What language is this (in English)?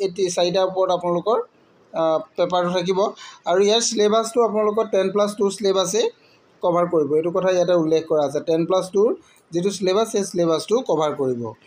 Assamese